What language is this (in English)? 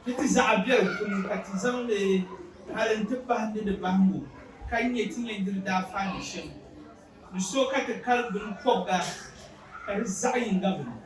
Dagbani